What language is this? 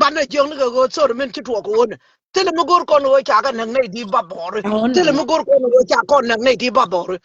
Nuer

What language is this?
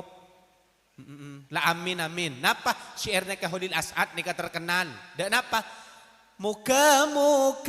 Madurese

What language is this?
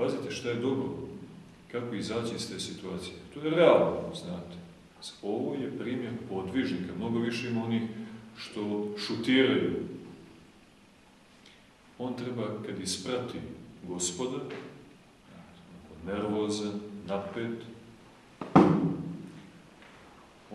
Serbian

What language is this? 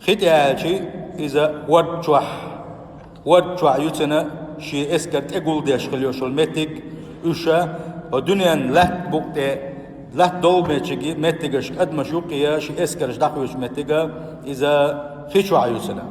Chechen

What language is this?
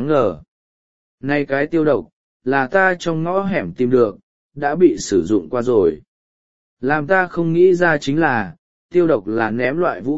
Vietnamese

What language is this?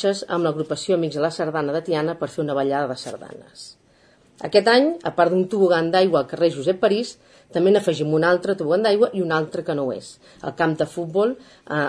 Catalan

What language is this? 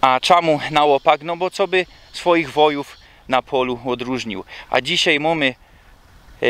Silesian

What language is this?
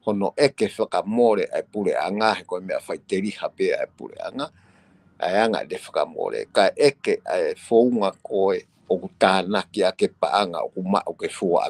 Tongan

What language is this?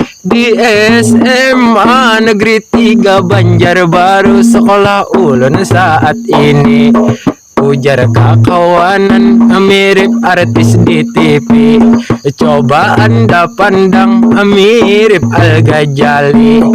Banjar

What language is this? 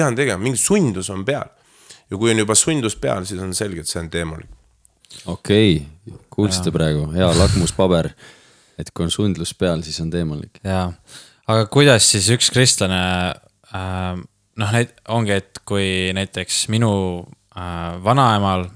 Estonian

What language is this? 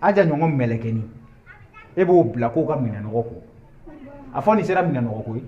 Bambara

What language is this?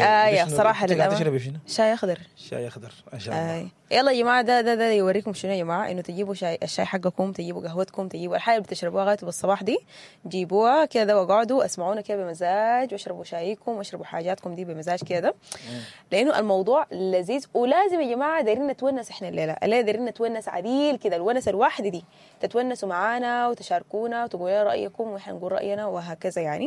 Sudanese Arabic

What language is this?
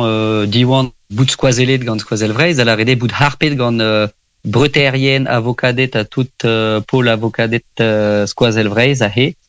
Breton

